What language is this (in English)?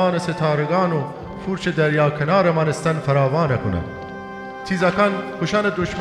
Gilaki